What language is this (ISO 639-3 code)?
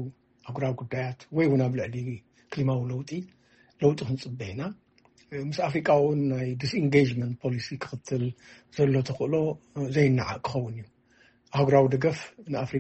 tir